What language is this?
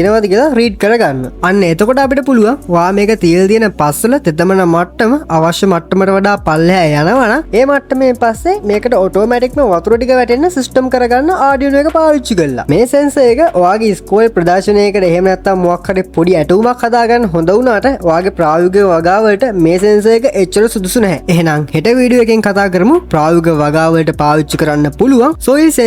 Sinhala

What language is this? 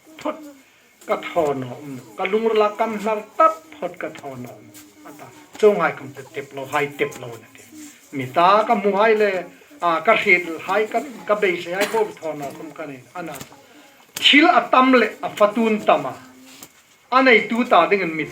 Hmar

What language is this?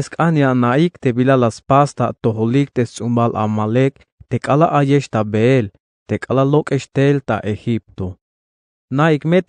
Tzeltal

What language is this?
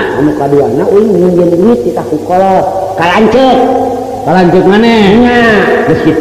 Sundanese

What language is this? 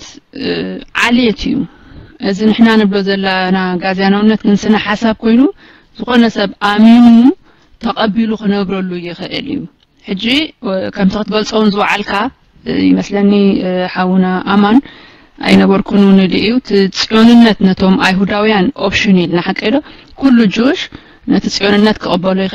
Tigrinya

